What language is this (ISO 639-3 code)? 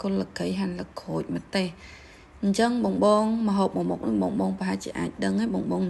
khm